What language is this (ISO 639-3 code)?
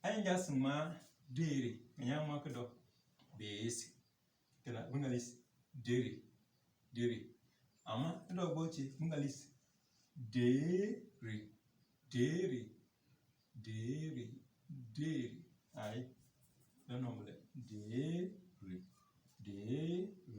kdh